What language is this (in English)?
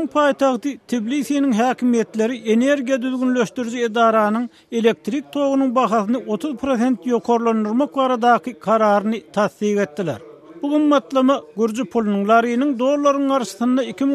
Turkmen